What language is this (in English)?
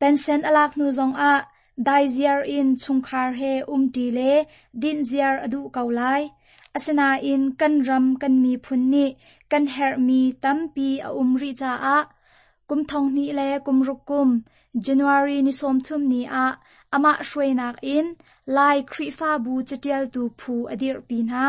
Hakha Chin